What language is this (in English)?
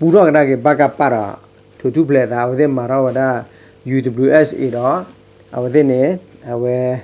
S'gaw Karen